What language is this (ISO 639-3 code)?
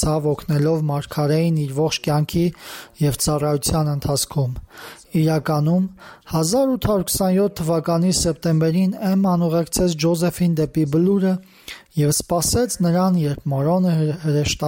hye